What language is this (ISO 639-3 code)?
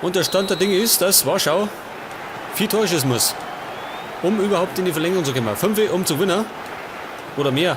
bar